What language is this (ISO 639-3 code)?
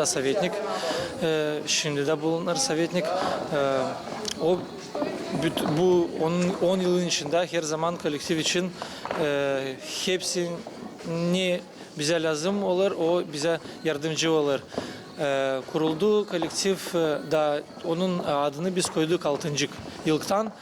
gag